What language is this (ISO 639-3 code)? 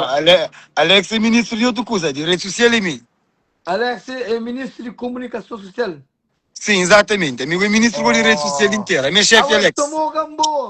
kea